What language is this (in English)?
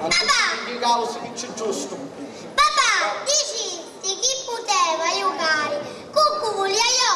Sicilian